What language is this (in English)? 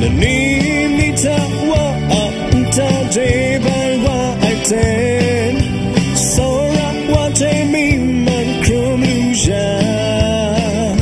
Kachin